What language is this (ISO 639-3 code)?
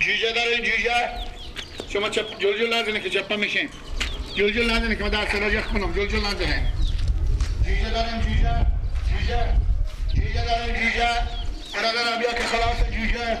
fas